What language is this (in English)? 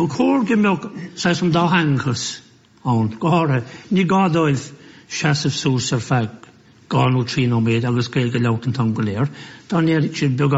Irish